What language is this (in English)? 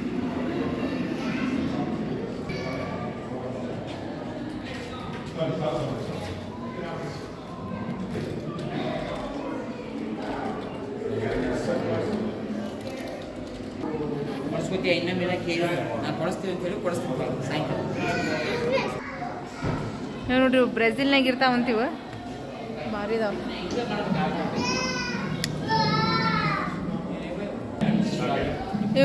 Kannada